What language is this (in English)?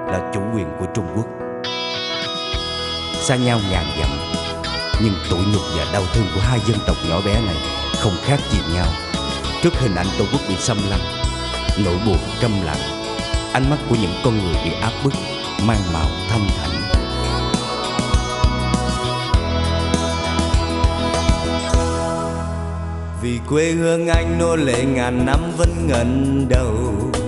Vietnamese